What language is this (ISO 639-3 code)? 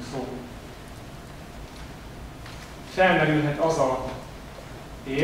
hun